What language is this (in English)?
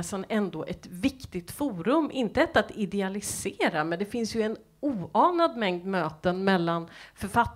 Swedish